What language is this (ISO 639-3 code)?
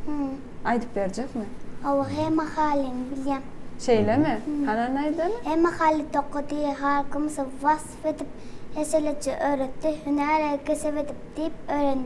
tuk